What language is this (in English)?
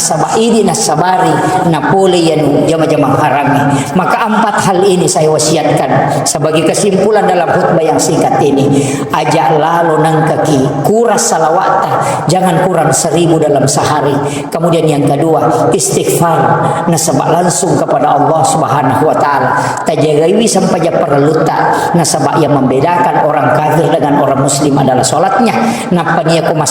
Buginese